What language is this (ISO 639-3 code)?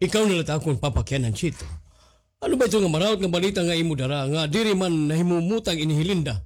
war